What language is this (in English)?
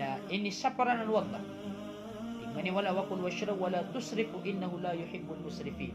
Maranao